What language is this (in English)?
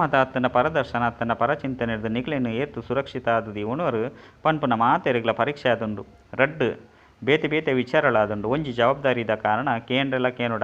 Tulu